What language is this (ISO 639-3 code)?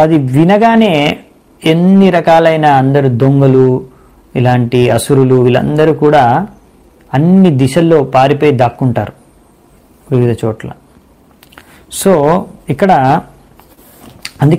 tel